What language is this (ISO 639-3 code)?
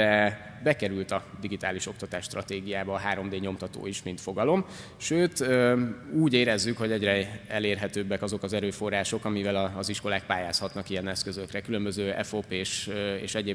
hun